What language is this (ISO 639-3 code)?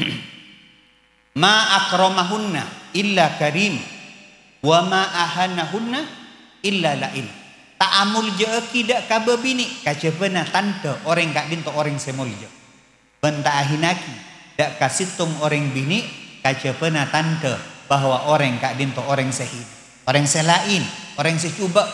mad